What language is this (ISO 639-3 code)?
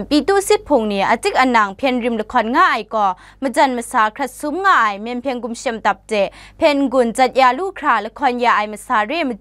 kac